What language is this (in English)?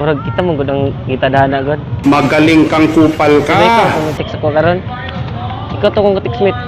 Cebuano